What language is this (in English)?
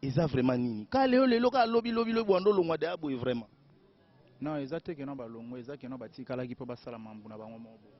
Lingala